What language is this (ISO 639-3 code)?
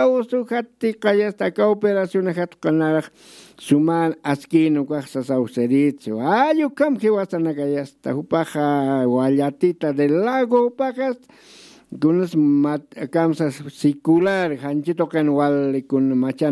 aym